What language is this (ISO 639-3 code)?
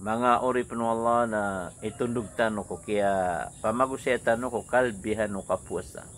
mrw